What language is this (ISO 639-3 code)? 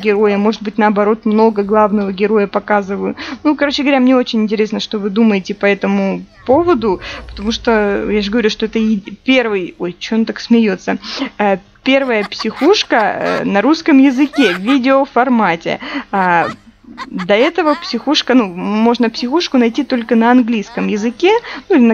rus